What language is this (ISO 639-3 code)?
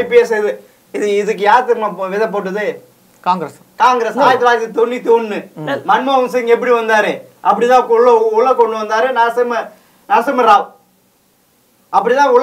tam